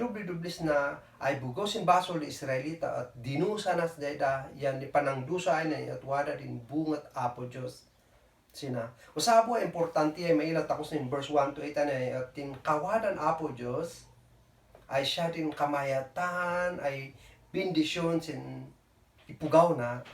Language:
Kankanaey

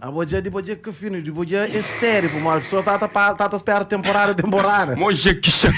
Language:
Kabuverdianu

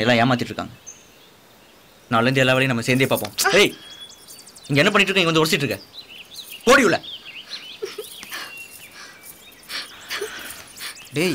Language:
Tamil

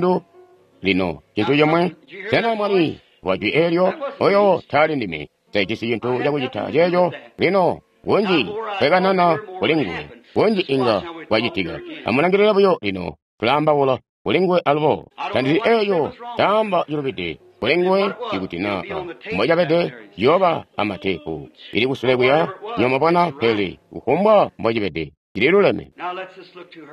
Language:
Tonga (Zambia)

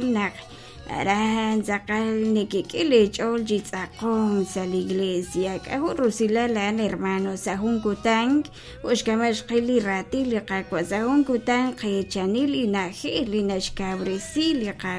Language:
Kekchí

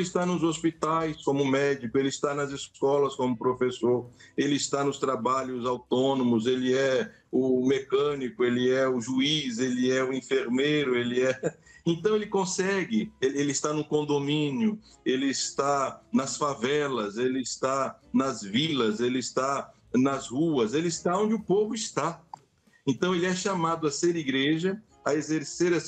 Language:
Portuguese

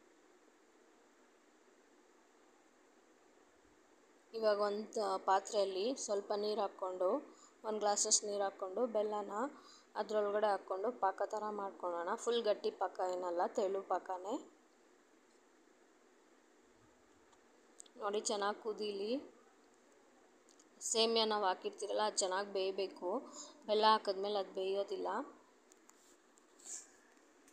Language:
Kannada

